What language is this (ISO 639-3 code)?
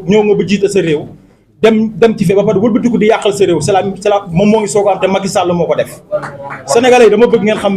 wol